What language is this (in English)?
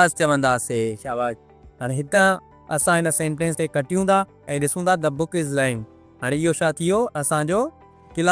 Sindhi